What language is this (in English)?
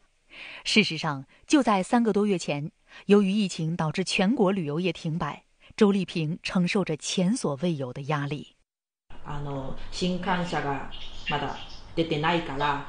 Chinese